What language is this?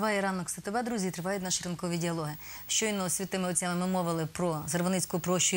Ukrainian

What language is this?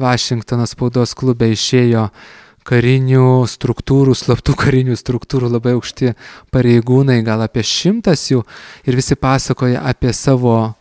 Lithuanian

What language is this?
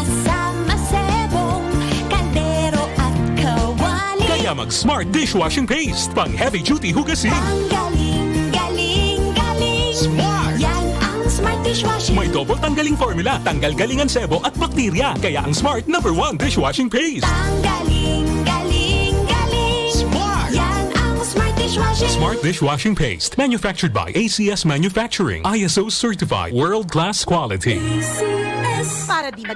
Bikol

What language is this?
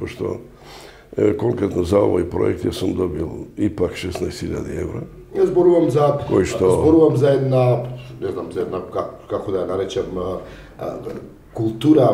Macedonian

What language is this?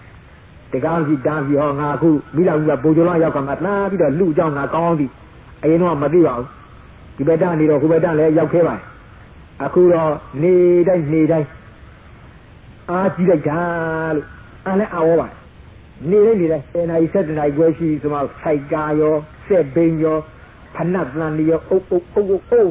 Burmese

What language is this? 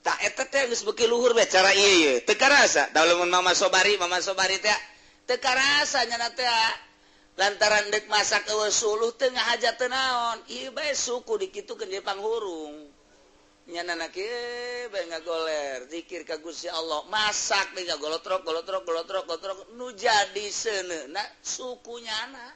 Sundanese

